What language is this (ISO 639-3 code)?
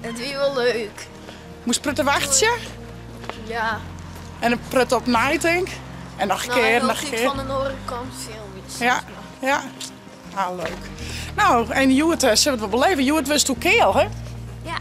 fry